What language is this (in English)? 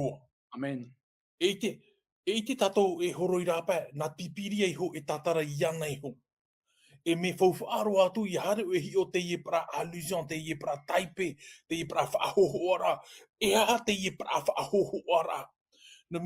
Tahitian